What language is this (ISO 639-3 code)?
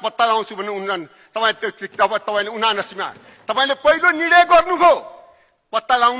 nep